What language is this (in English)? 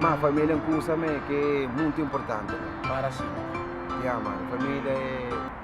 Kabuverdianu